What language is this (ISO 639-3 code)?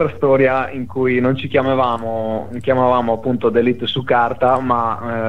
ita